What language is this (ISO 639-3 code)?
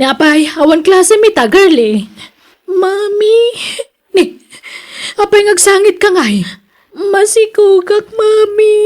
ilo